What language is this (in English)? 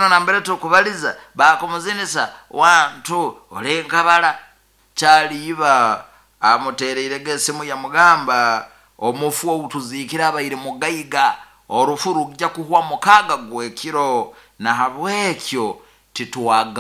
Nyoro